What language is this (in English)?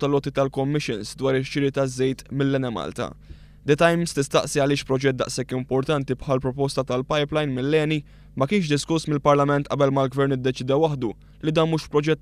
Maltese